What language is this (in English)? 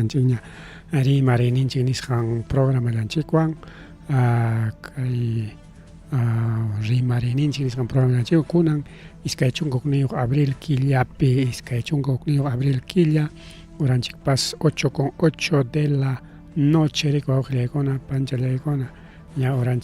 Ayacucho Quechua